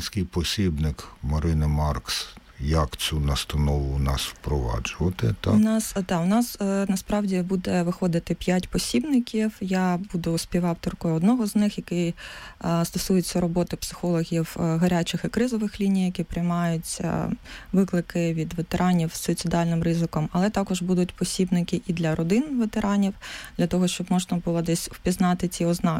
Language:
Ukrainian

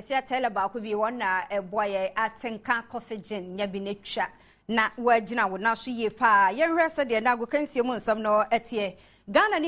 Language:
Akan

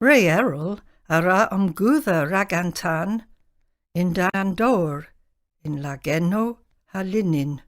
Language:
Cornish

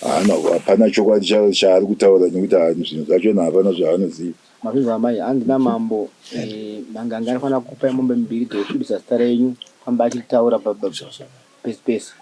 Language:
Shona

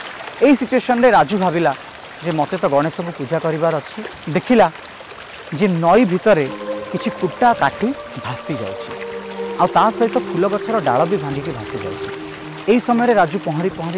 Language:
Odia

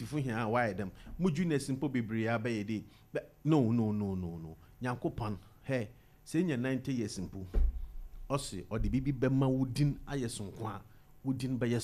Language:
Akan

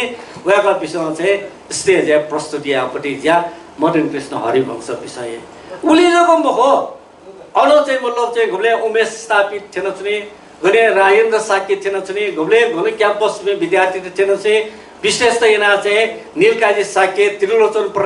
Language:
Newari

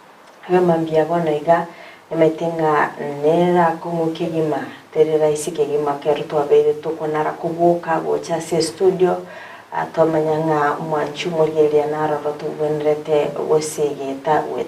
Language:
Gusii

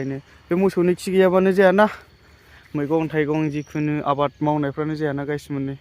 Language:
Bodo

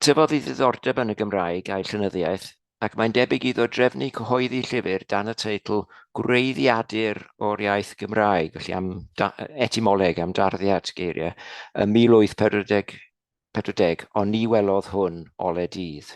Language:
Welsh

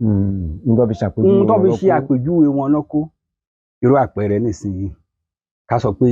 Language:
Yoruba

